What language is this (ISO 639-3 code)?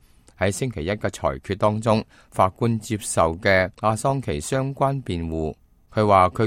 yue